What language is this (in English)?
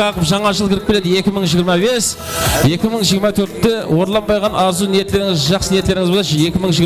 Kara-Kalpak